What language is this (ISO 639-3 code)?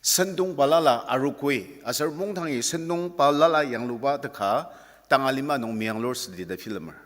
njo